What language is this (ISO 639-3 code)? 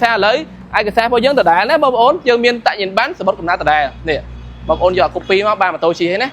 khm